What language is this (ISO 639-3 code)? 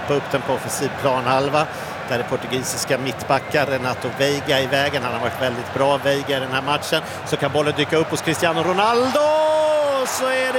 swe